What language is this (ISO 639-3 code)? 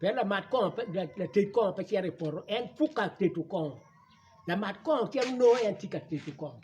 ach